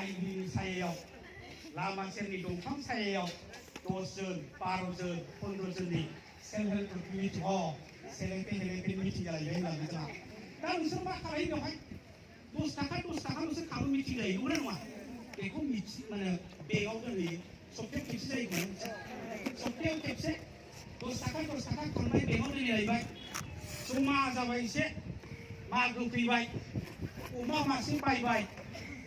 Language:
Bodo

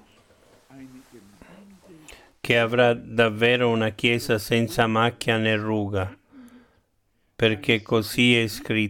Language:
Italian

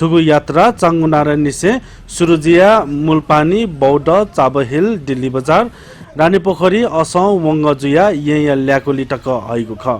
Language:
Newari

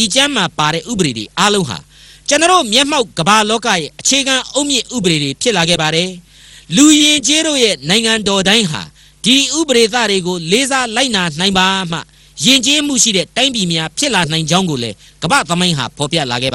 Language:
Burmese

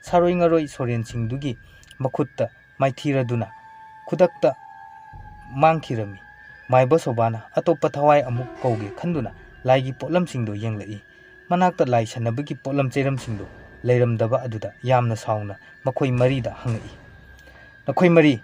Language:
Manipuri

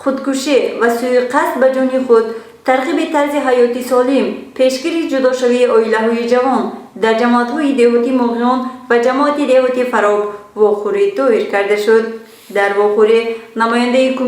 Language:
Tajik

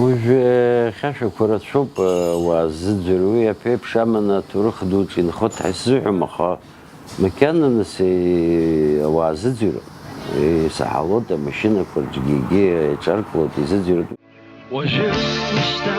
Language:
Abkhazian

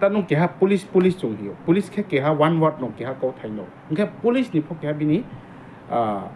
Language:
Riang (India)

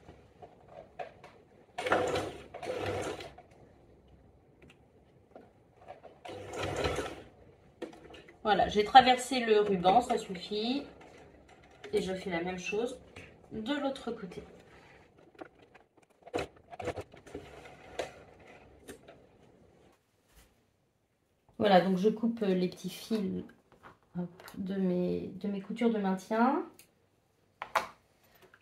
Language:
French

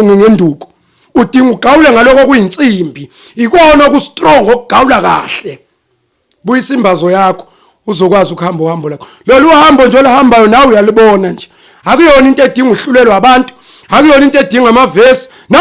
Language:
Zulu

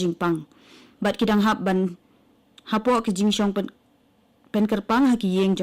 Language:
Khasi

